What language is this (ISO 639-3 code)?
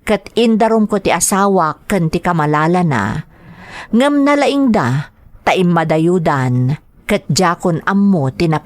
ilo